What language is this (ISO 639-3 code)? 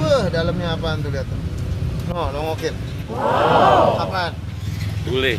bew